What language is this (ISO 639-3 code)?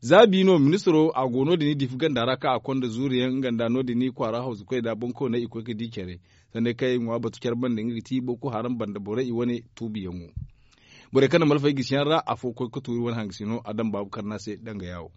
dje